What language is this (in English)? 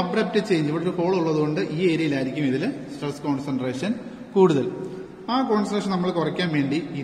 Malayalam